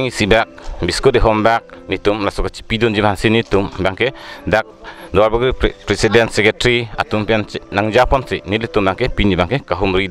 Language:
Karbi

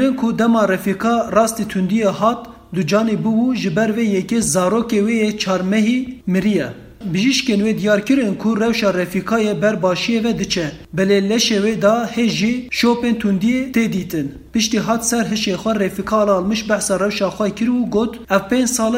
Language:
Kurdish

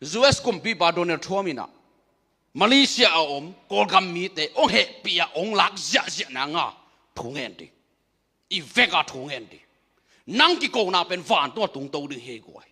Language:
Tedim Chin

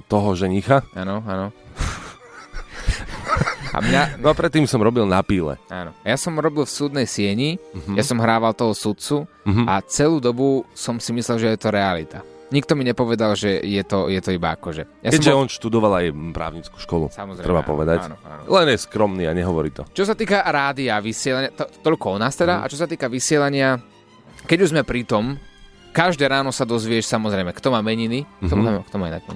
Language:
Slovak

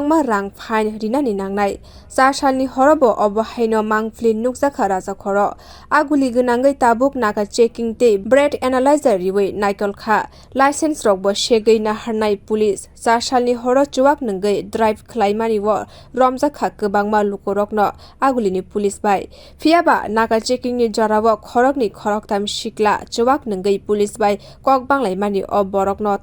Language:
Kok Borok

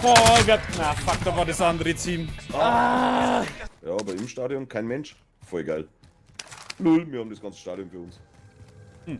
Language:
Bavarian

